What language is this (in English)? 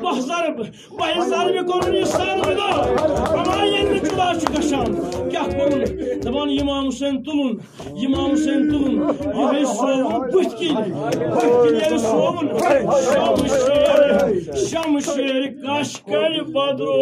Kashmiri